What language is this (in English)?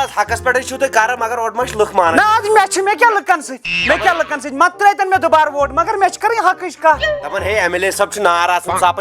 Kashmiri